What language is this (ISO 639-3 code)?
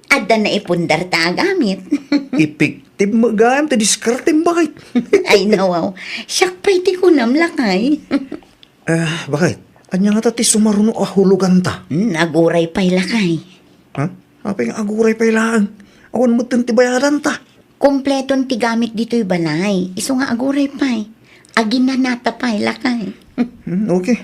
ilo